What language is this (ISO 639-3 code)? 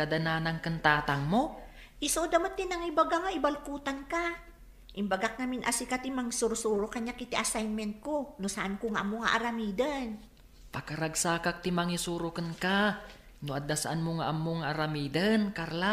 ilo